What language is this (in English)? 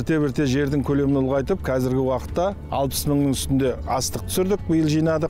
Kazakh